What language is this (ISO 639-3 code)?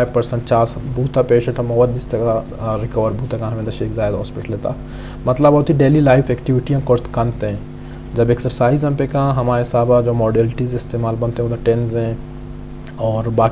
bgp